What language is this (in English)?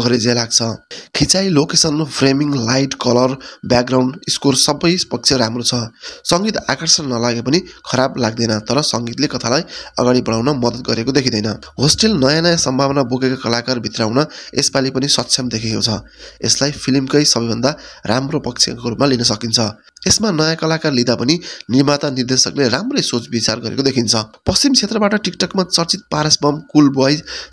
Nepali